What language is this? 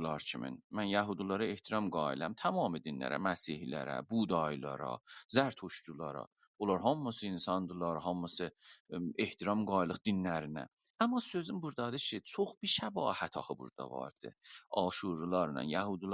South Azerbaijani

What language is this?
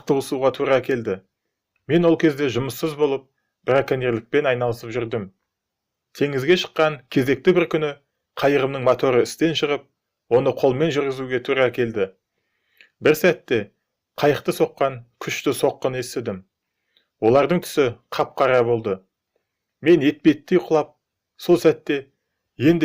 Kazakh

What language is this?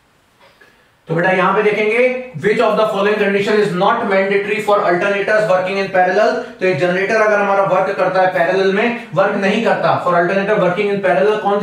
Hindi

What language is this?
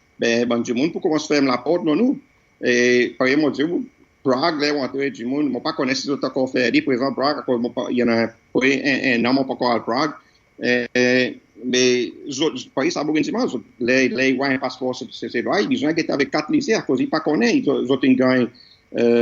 Seselwa Creole French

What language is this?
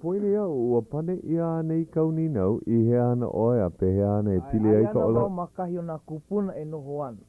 Hawaiian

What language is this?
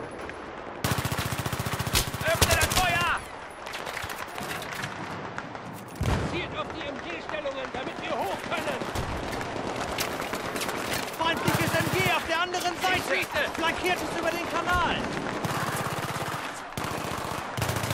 German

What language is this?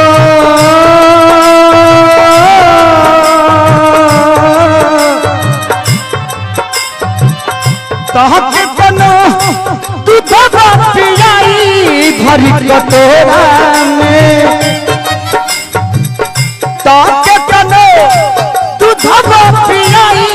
Bhojpuri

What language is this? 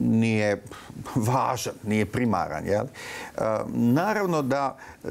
Bosnian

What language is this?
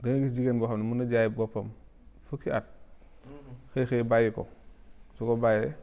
Wolof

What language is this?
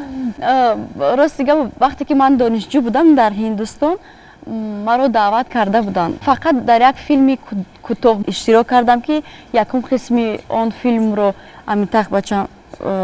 Tajik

